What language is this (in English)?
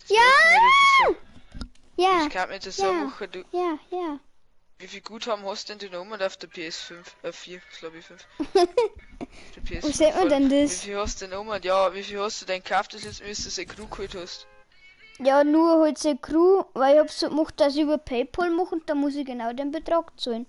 Bavarian